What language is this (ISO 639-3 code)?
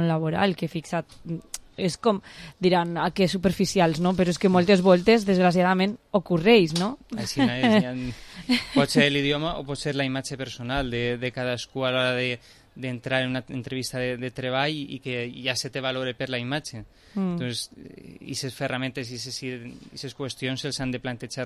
cat